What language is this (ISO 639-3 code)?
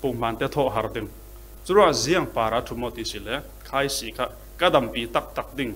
cfm